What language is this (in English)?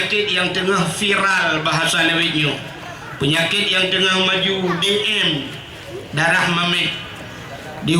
Achinese